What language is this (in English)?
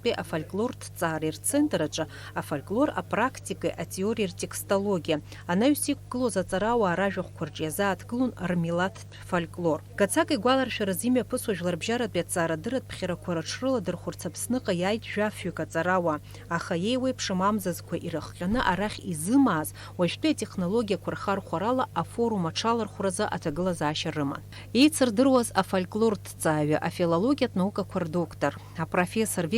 Abkhazian